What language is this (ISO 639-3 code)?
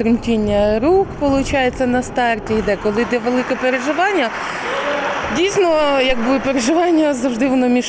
ukr